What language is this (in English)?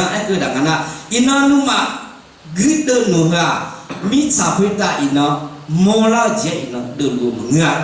Akha